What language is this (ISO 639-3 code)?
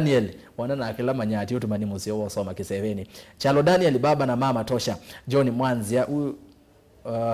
kam